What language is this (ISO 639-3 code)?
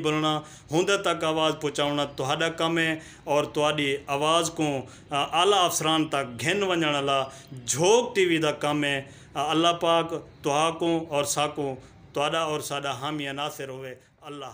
skr